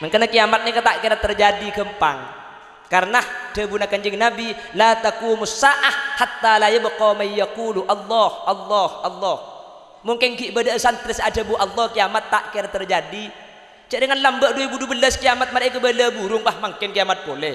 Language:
Madurese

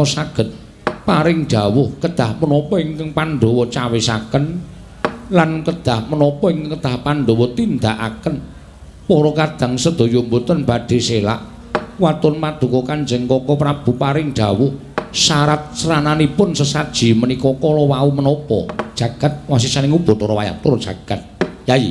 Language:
Javanese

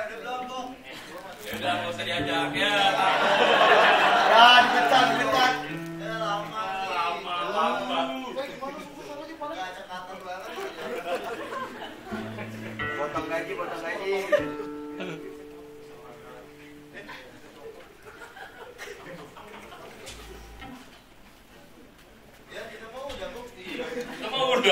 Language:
Indonesian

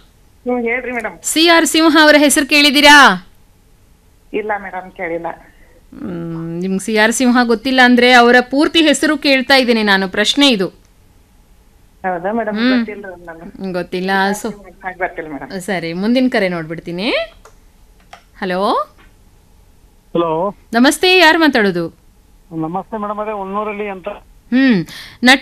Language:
Kannada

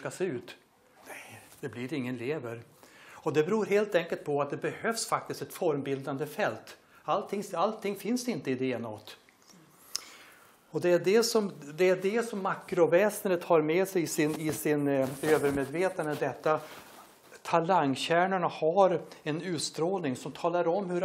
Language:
Swedish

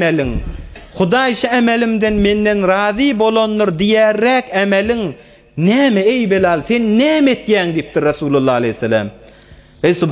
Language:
Turkmen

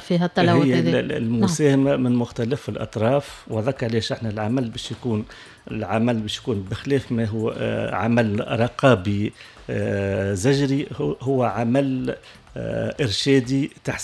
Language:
Tunisian Arabic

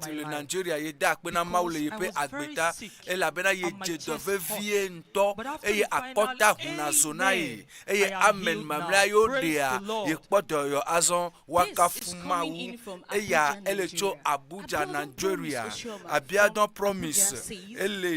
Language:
Ewe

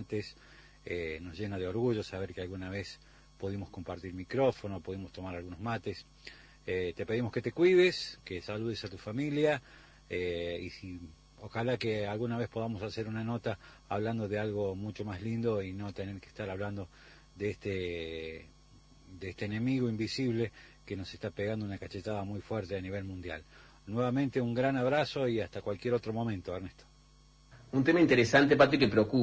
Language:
Spanish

